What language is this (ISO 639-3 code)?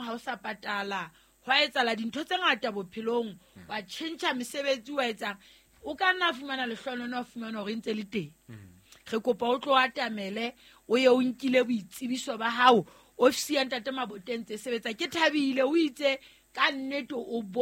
sot